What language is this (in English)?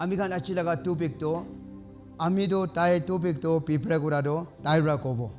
Naga Pidgin